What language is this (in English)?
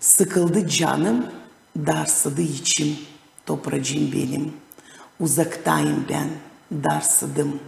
Gagauz